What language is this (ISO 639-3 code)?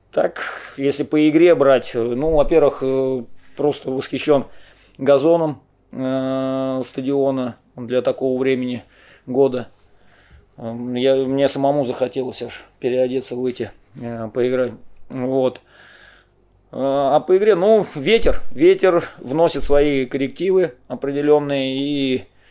rus